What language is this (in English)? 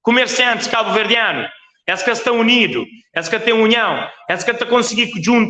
Kabuverdianu